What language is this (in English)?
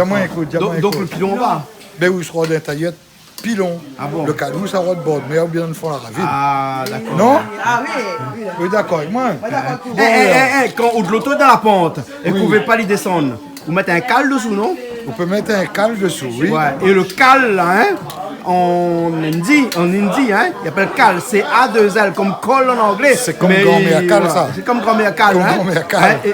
Réunion Creole French